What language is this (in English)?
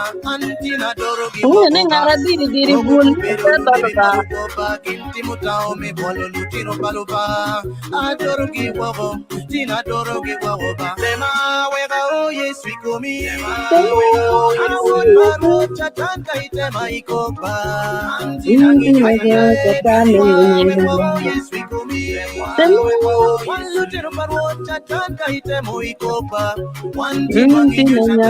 Acoli